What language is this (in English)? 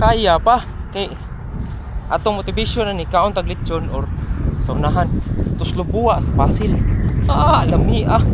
Cebuano